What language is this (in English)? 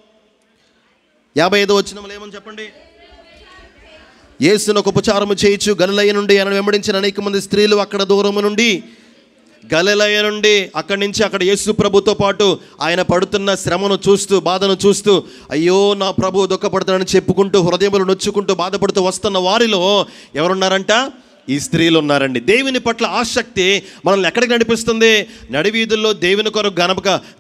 Telugu